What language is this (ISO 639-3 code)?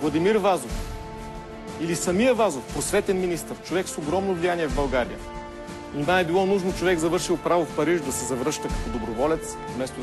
bul